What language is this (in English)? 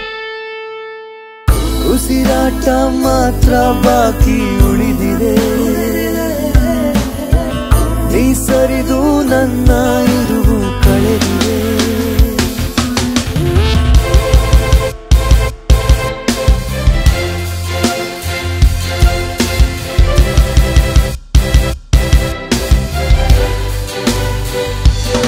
Kannada